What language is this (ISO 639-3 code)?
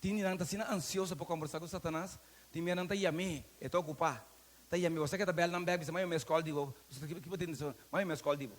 pap